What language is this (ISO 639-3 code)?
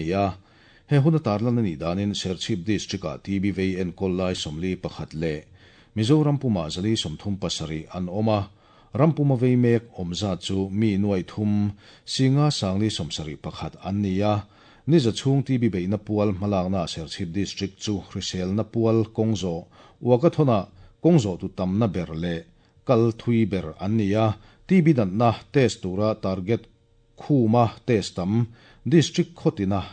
lus